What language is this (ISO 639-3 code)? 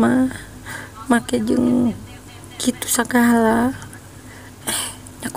sun